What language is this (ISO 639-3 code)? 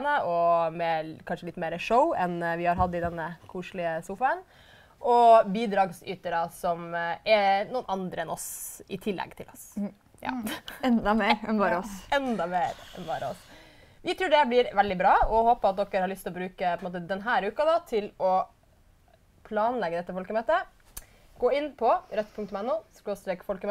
nor